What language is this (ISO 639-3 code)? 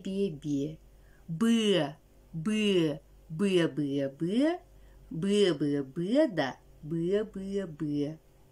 sah